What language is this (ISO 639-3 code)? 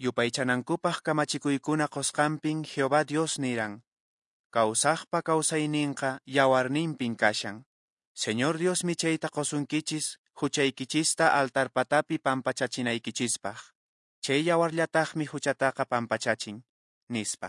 que